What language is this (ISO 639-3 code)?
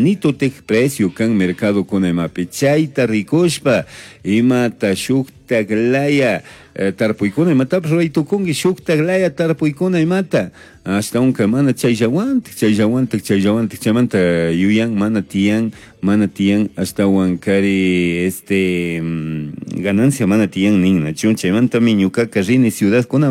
qug